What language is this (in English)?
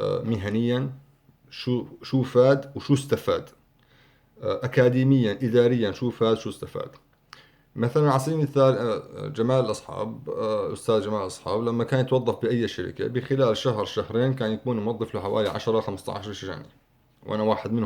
North Levantine Arabic